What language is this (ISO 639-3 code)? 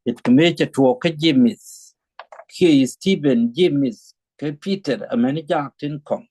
nus